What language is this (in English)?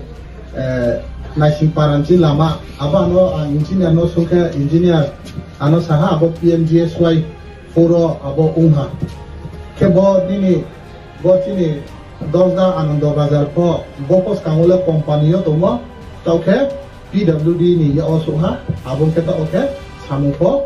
Riang (India)